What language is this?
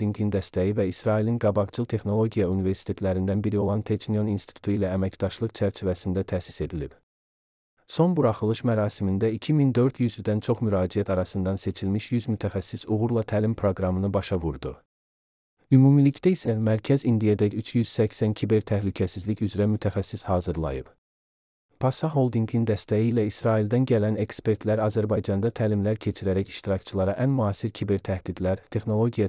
Azerbaijani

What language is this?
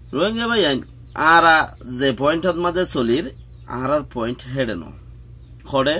Rohingya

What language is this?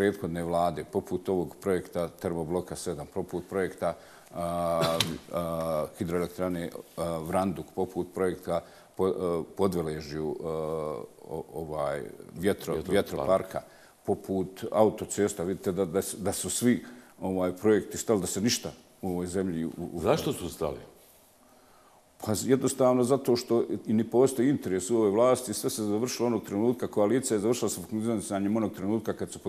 Bosnian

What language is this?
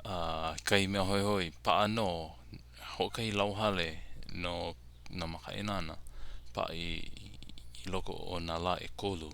Hawaiian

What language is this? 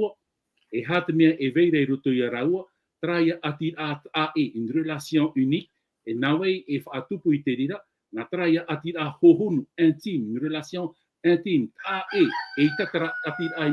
Tahitian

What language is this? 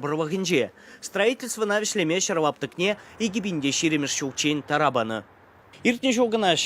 Chuvash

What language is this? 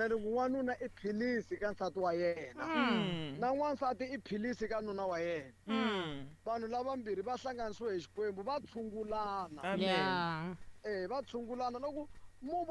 Tsonga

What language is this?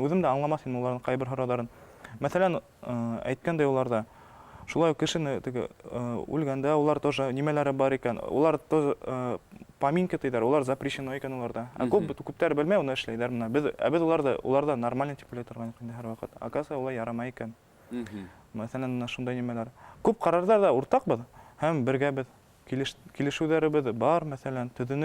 Bashkir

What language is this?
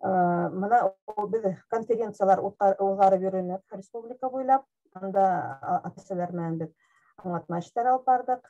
Bashkir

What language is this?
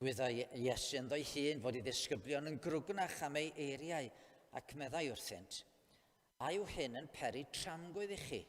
Welsh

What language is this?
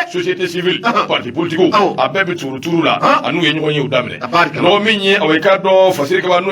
Bambara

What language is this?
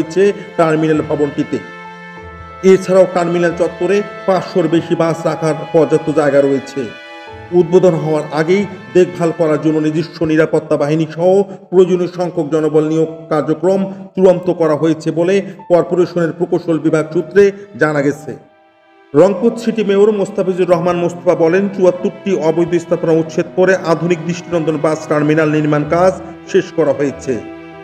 Bangla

